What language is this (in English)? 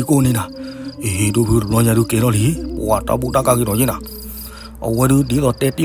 S'gaw Karen